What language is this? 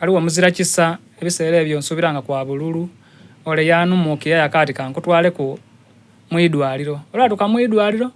Soga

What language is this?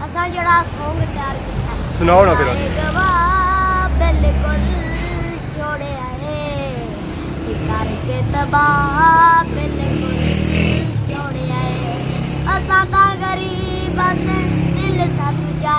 Pahari-Potwari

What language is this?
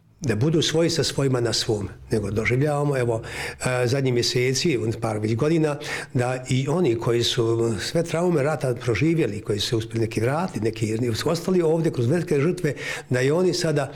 Bosnian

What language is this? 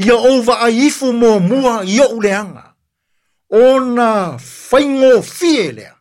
Samoan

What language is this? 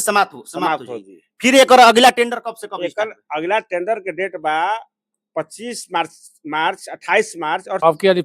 Bhojpuri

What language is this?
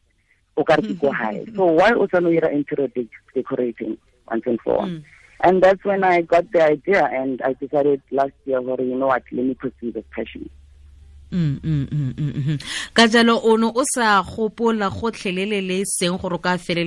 Tswana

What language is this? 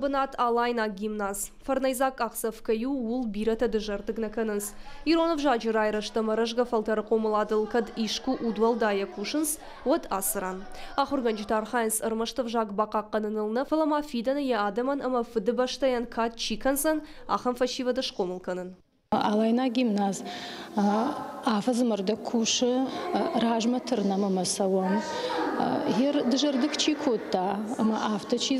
Ossetic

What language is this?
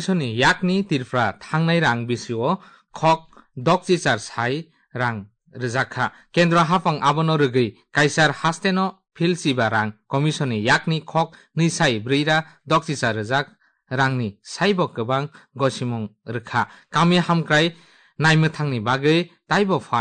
Kok Borok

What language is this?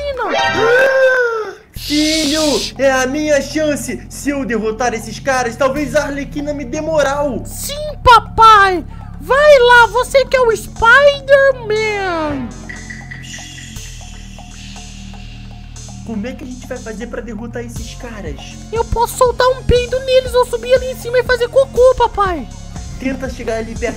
Portuguese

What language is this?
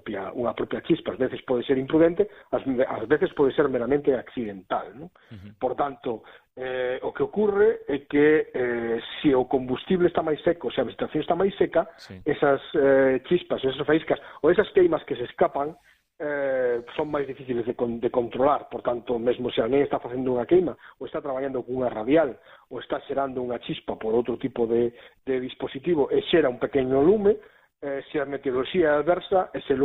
Galician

